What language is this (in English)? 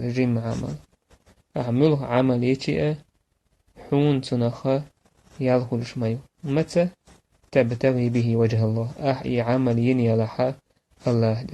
Chechen